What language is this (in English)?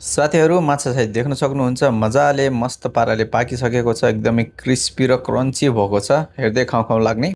Nepali